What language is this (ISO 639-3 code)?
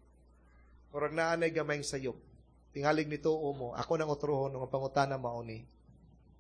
ceb